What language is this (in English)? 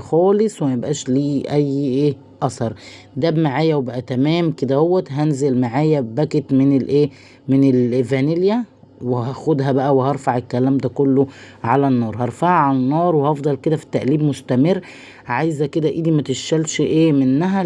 Egyptian Arabic